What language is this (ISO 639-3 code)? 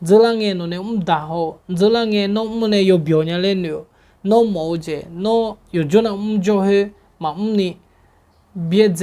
ahk